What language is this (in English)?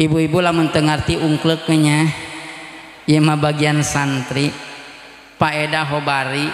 Sundanese